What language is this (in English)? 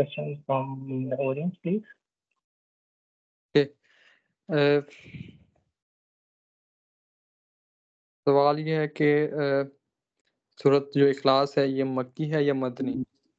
Urdu